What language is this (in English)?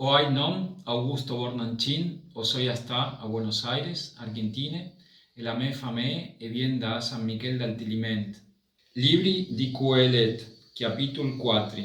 Friulian